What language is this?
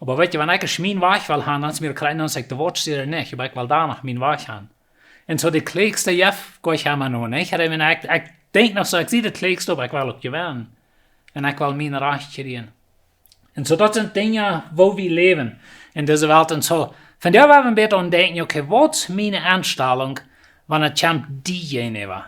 Plautdietsch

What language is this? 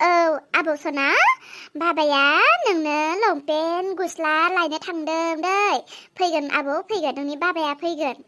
Bodo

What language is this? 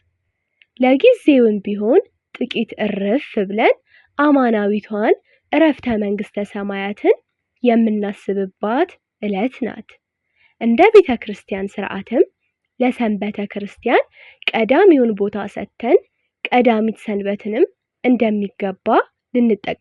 Amharic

